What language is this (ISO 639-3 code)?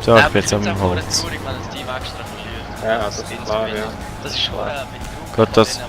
gsw